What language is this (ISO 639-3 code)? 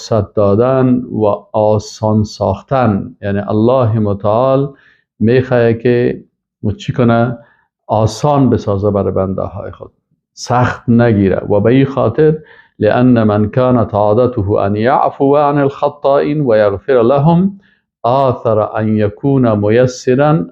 fas